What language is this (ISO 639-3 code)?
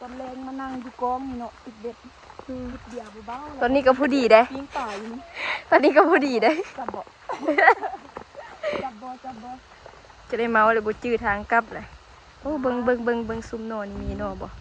lao